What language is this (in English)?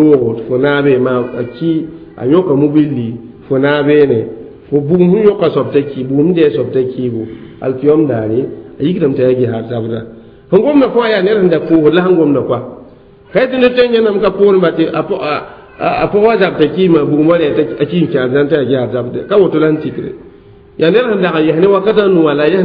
Mossi